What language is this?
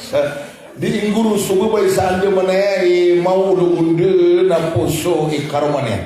Maranao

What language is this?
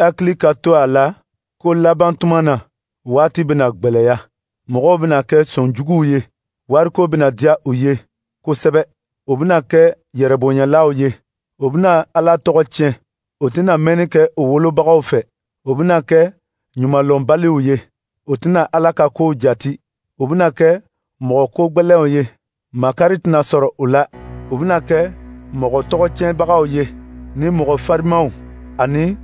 Dyula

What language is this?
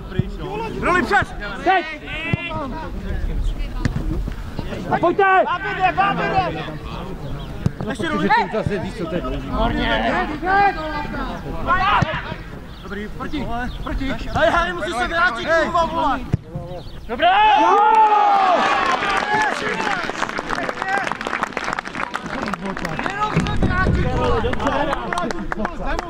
Czech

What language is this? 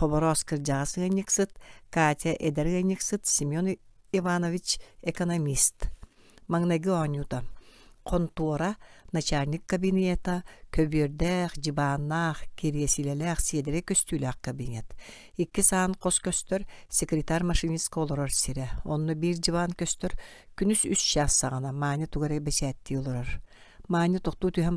Yakut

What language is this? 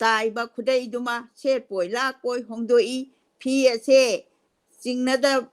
Manipuri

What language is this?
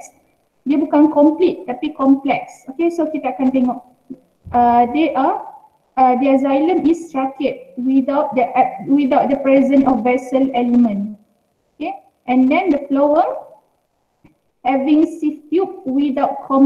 Malay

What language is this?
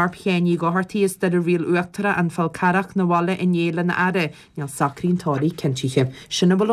Irish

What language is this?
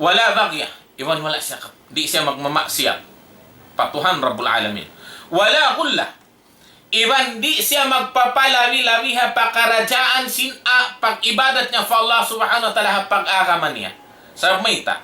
Tausug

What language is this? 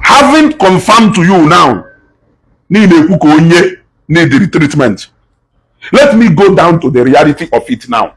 Igbo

